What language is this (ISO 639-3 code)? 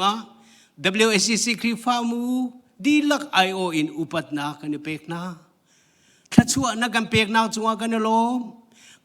cnh